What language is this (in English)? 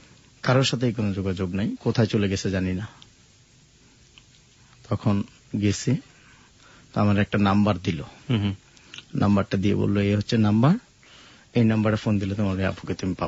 Bangla